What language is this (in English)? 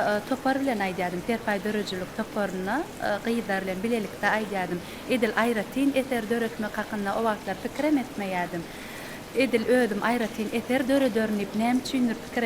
Turkmen